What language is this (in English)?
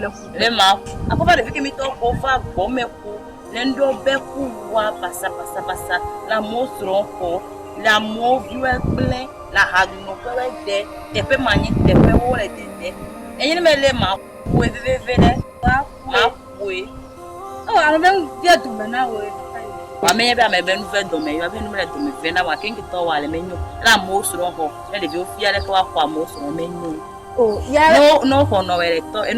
Ewe